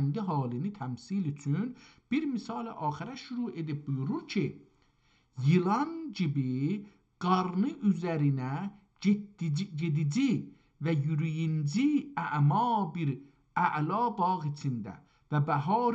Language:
South Azerbaijani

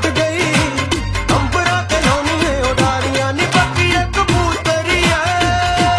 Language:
Punjabi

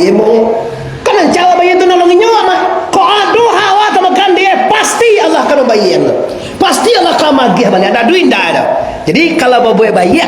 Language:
Minangkabau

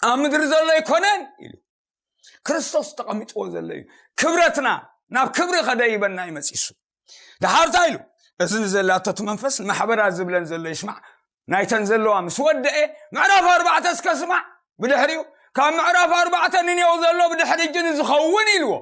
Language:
Tigrinya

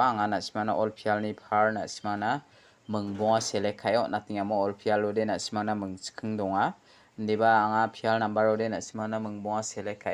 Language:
Garo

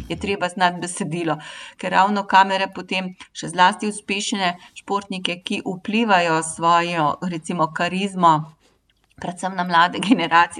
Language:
Slovenian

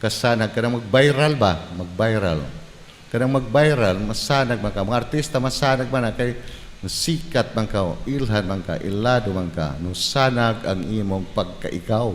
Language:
Cebuano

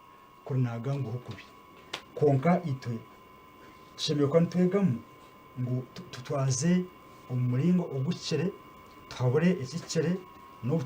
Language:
Nyankole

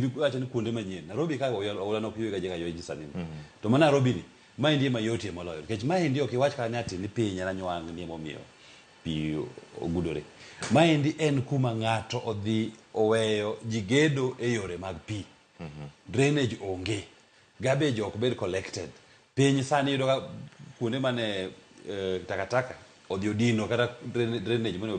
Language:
Luo (Kenya and Tanzania)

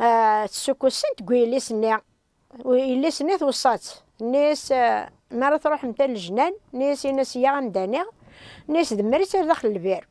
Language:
Kabyle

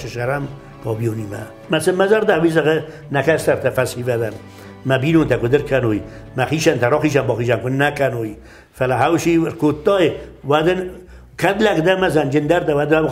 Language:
Ossetic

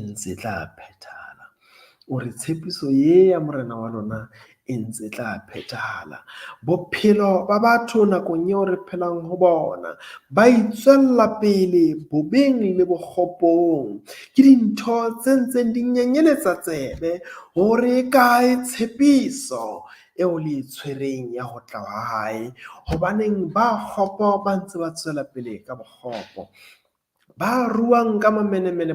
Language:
Southern Sotho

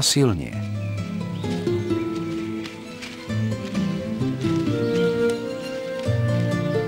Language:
Slovak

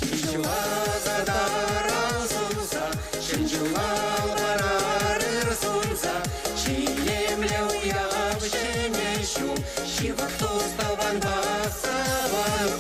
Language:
Chuvash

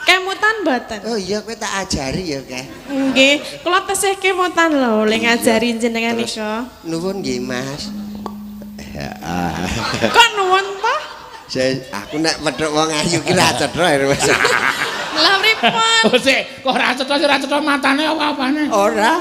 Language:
Javanese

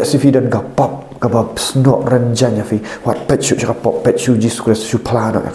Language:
Khasi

